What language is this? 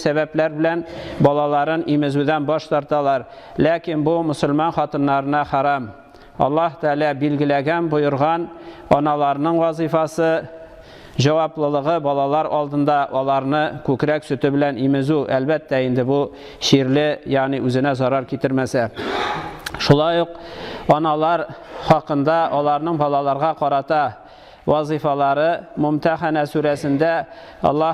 Tatar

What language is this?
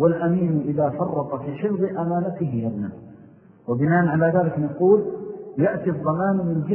Arabic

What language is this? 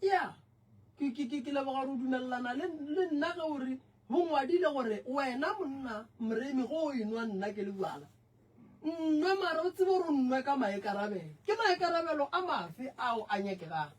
Northern Sotho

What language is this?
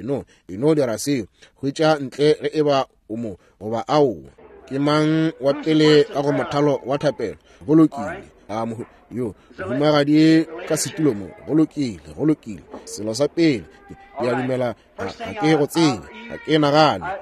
Northern Sotho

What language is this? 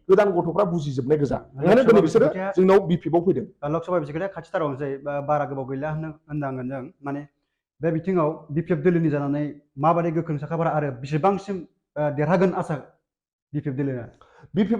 Bodo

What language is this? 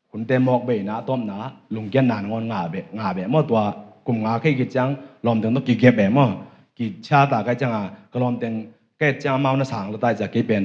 Tedim Chin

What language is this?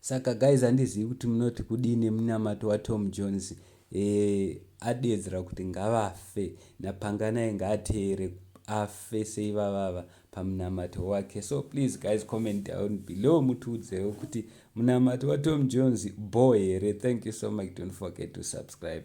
Shona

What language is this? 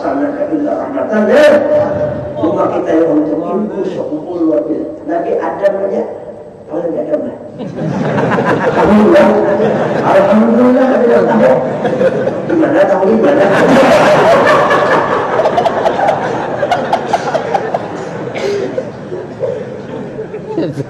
Banjar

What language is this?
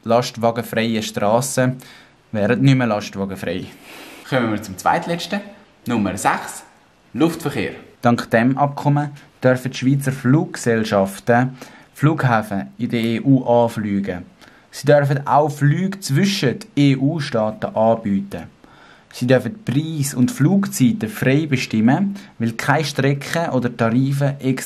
Swiss German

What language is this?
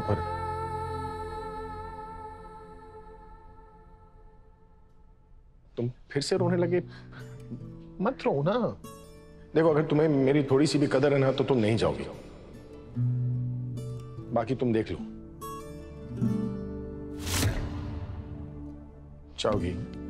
Hindi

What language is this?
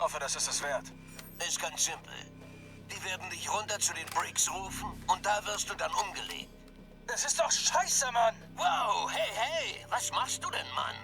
Bavarian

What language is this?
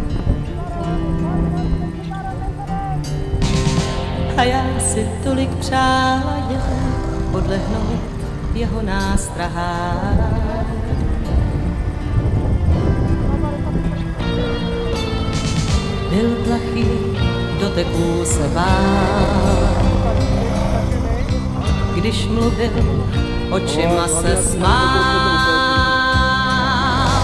Czech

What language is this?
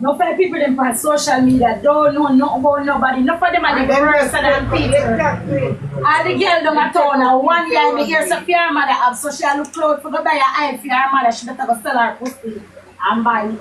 Jamaican Creole English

